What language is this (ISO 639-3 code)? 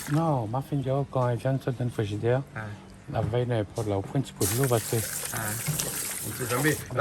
rcf